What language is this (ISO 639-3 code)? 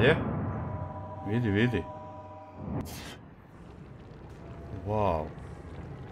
hrv